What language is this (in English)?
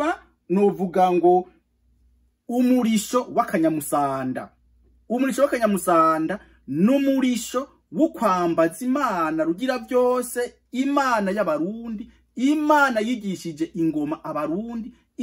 Rundi